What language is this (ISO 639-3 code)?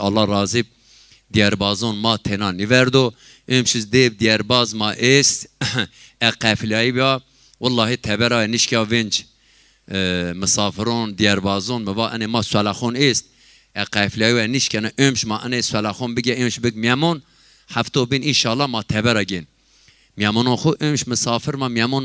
zza